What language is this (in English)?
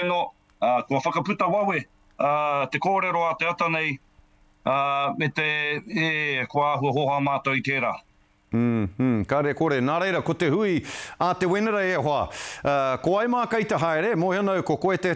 Māori